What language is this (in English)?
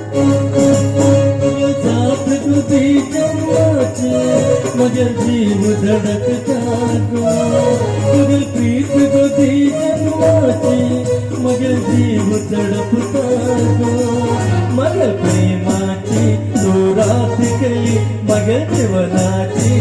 Konkani